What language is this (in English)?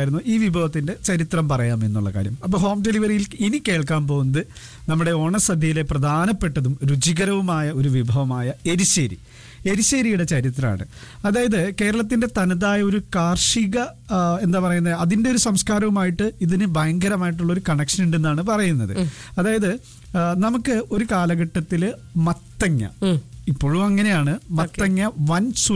Malayalam